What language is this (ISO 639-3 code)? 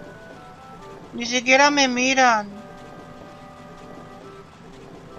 spa